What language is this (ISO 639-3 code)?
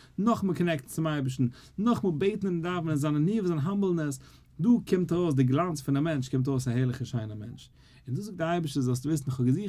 yid